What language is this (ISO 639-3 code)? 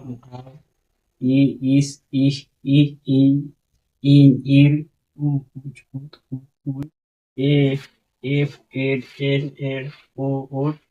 sat